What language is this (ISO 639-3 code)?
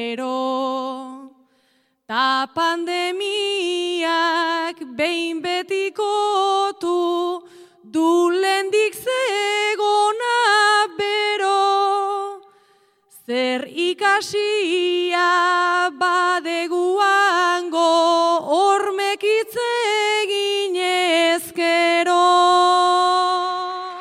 eus